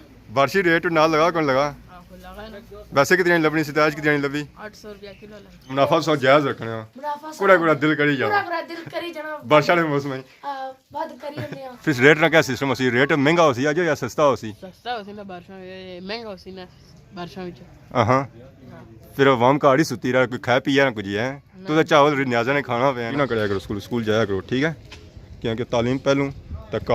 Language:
Pahari-Potwari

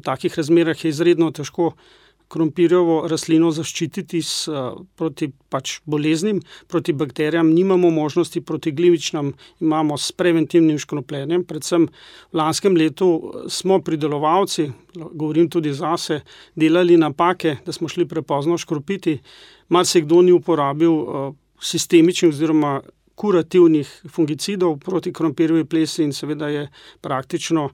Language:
Slovenian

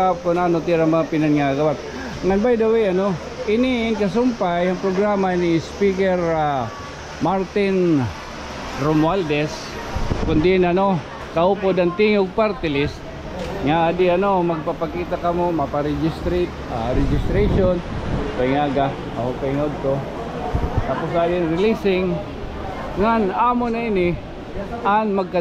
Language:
Waray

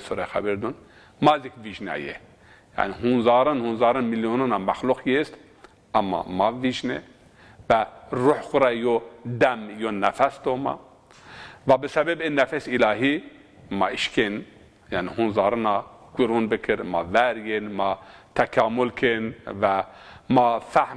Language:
Zaza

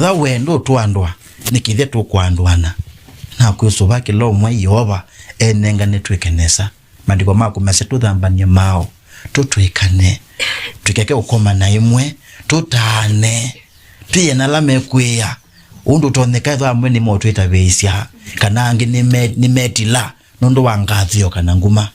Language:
Kamba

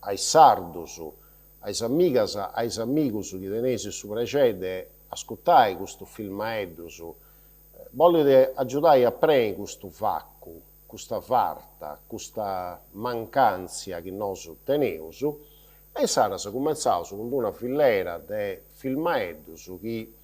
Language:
Sardinian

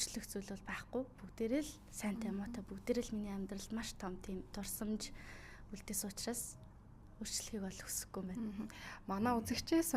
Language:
Mongolian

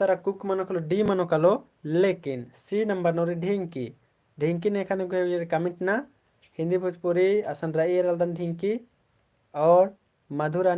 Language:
Kurukh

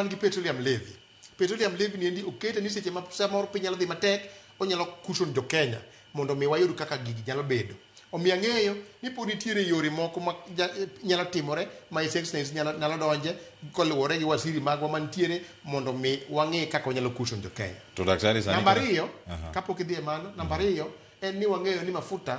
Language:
Luo (Kenya and Tanzania)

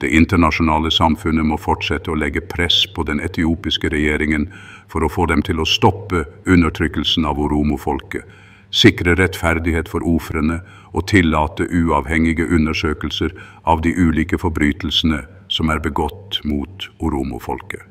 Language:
Norwegian Bokmål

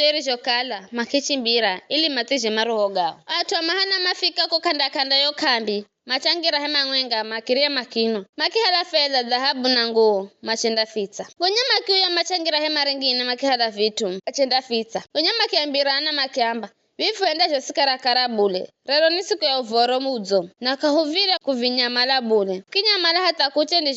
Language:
Giryama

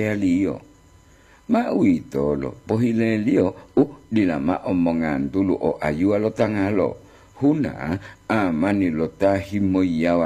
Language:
Gorontalo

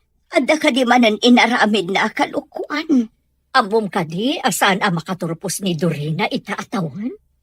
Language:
Iloko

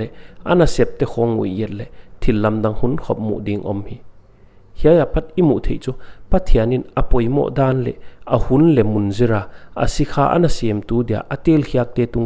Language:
Paite Chin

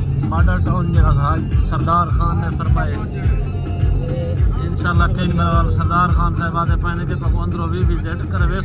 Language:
Saraiki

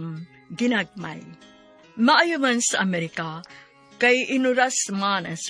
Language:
Cebuano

